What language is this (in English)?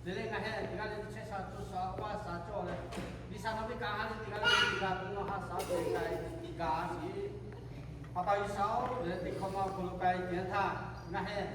Lahu